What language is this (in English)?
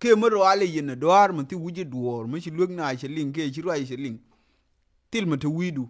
Nuer